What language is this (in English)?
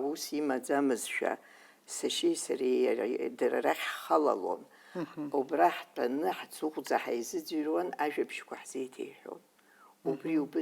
Abkhazian